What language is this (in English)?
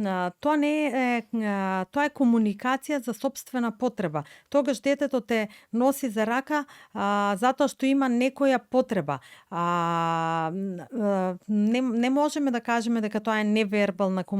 Macedonian